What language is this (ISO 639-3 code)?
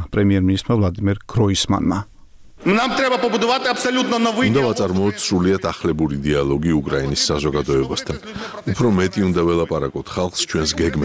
kat